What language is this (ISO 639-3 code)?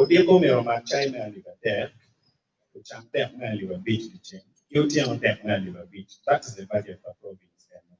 ach